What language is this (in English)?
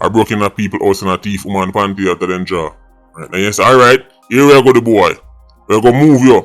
Jamaican Creole English